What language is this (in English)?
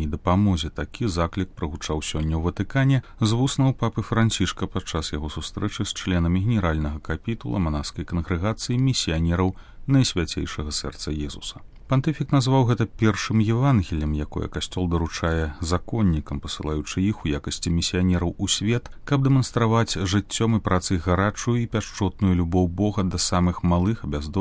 Belarusian